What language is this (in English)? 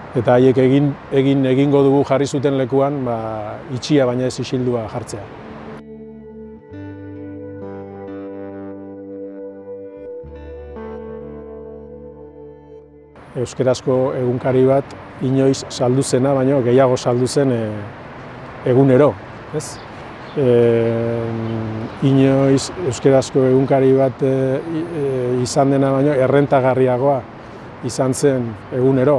Basque